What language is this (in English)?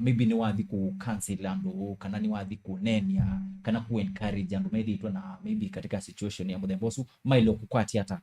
Kamba